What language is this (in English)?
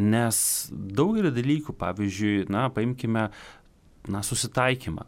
Lithuanian